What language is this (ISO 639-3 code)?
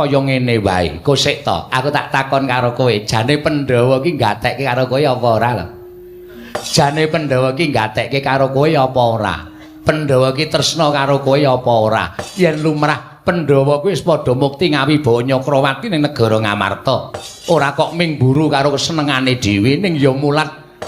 jav